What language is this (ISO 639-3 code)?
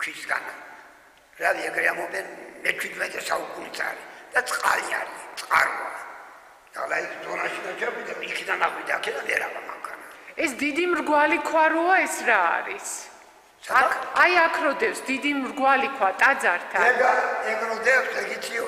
kat